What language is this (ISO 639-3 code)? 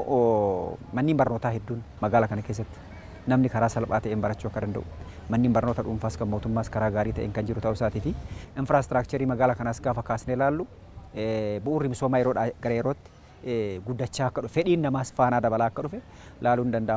orm